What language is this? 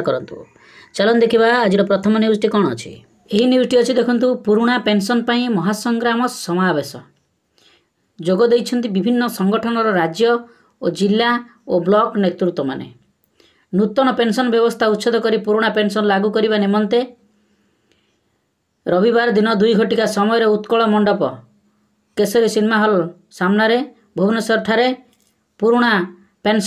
Odia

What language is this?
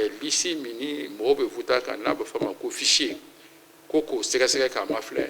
Bambara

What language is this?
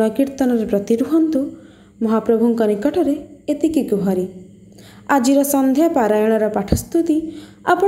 Odia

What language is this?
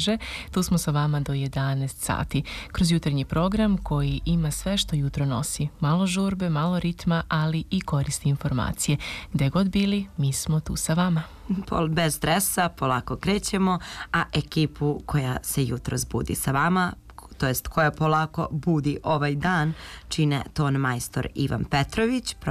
Serbian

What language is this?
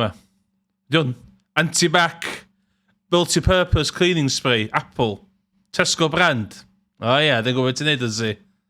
Welsh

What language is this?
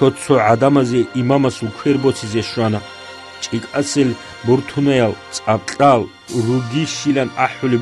Avaric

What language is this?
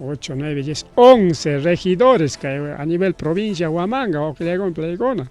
Ayacucho Quechua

